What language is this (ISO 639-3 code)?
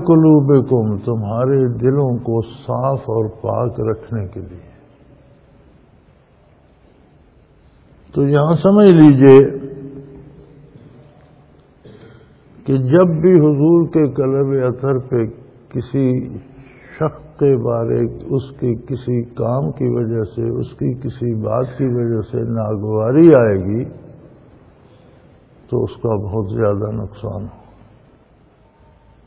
urd